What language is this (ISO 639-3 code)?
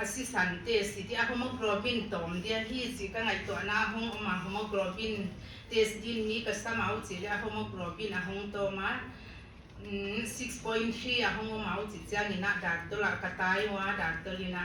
pck